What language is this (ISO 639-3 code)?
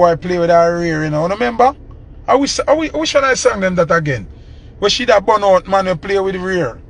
jam